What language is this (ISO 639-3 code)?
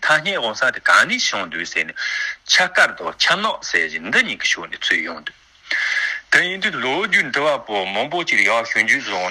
bod